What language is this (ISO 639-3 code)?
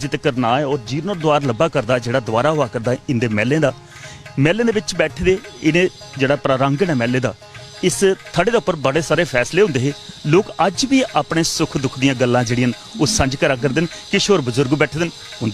doi